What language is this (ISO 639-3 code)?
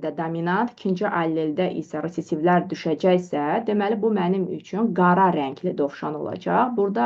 aze